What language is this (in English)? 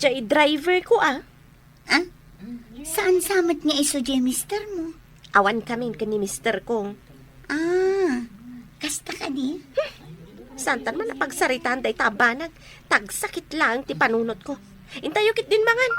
Iloko